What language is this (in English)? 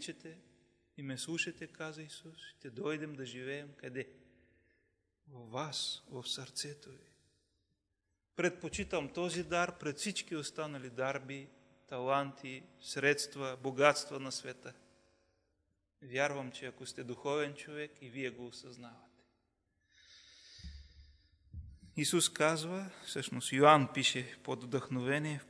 Bulgarian